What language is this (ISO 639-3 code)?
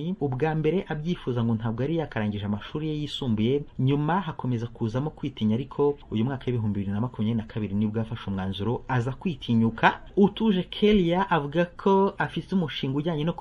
kin